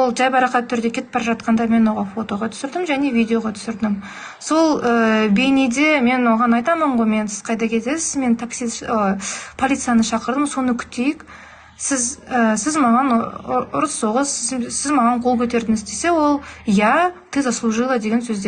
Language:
Kazakh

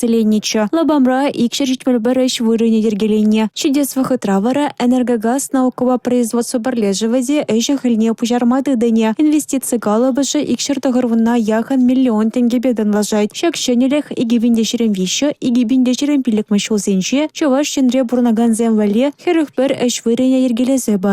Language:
Chuvash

